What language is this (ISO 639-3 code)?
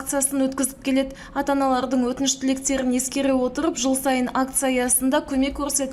kaz